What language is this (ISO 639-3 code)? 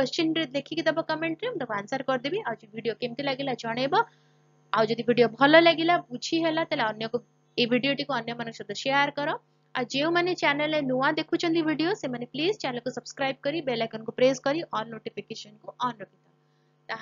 ori